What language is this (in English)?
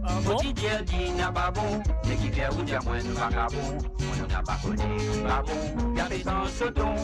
Morisyen